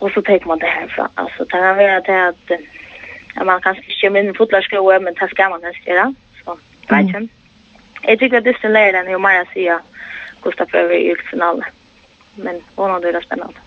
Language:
Faroese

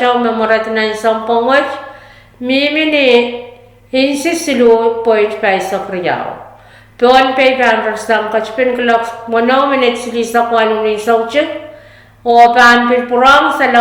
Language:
Pohnpeian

